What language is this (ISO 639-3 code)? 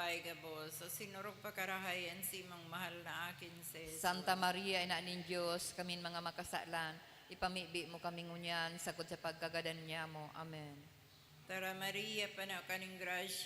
bik